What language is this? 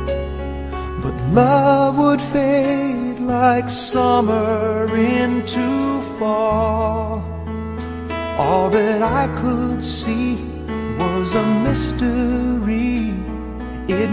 English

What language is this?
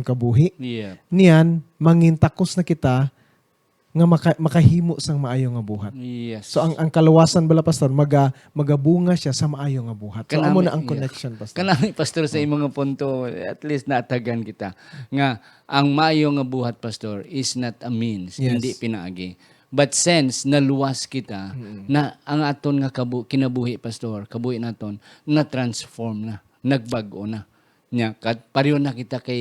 Hiligaynon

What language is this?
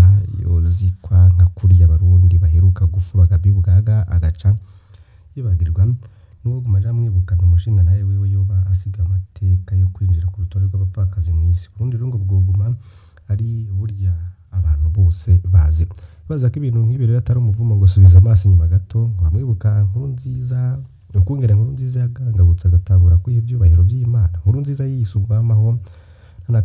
Rundi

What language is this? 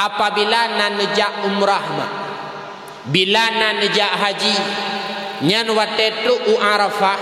Achinese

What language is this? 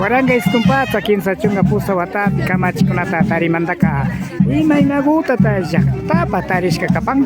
Imbabura Highland Quichua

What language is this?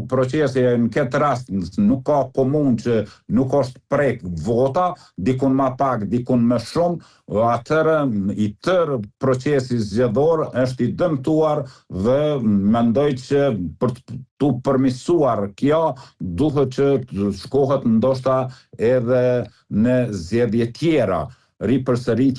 Albanian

